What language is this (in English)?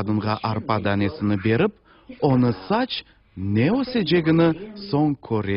Crimean Tatar